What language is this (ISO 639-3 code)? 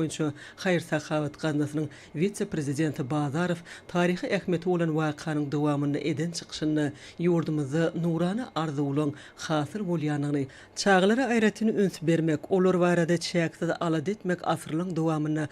tuk